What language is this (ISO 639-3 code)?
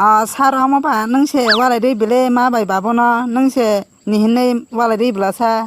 trp